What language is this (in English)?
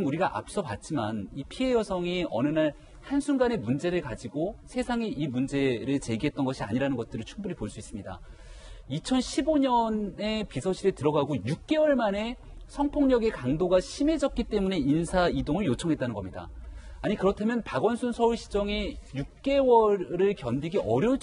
Korean